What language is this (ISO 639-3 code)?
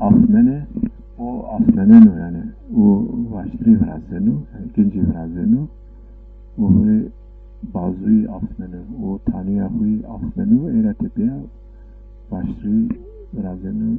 zza